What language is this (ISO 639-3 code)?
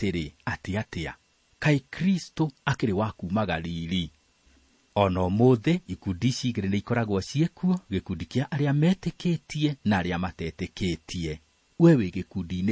kik